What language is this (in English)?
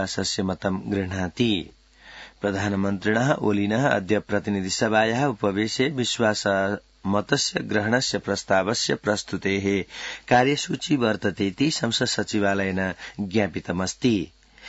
Sanskrit